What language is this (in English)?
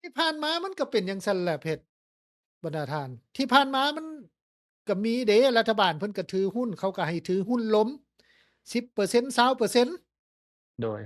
Lao